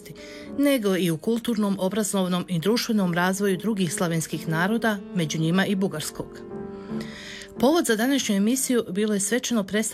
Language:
Croatian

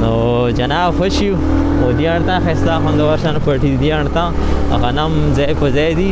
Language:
Pashto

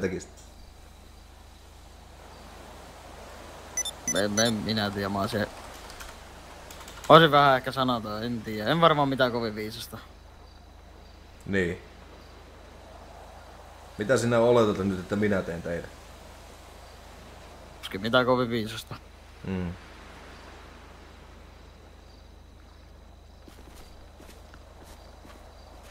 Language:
Finnish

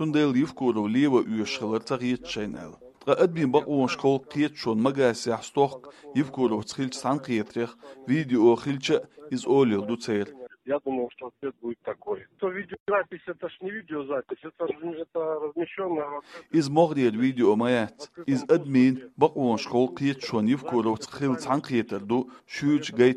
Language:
Chechen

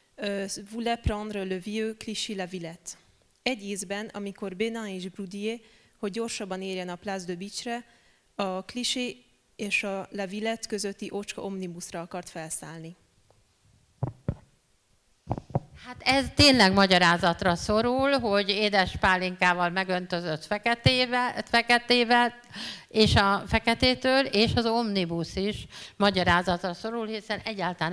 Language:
Hungarian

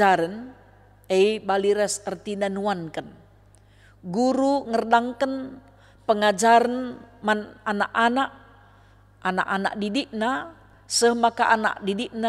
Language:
Batak Karo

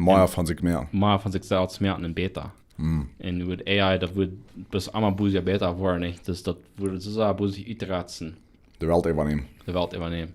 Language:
Plautdietsch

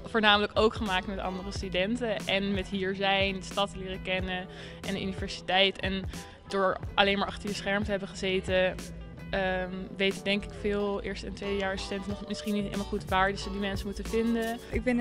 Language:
Dutch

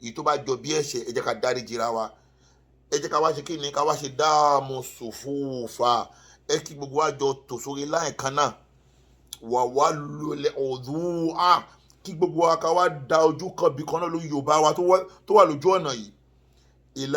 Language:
Yoruba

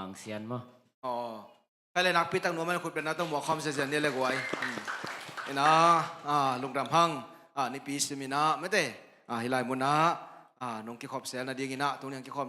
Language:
Tedim Chin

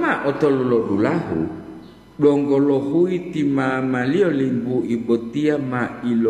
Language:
Gorontalo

